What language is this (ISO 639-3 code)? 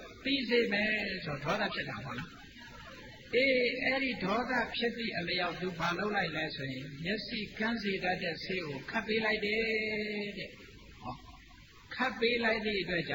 mya